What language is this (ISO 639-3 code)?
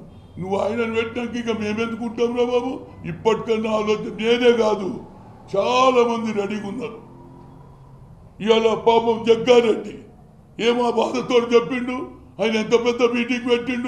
tel